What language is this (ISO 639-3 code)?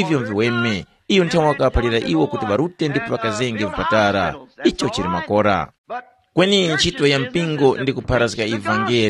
tum